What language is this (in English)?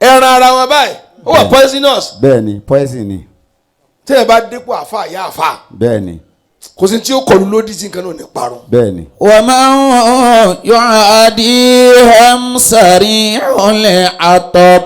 Yoruba